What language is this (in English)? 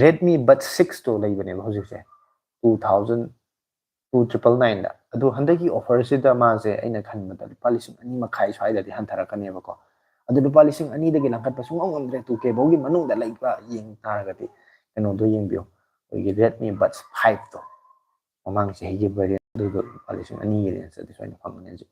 Manipuri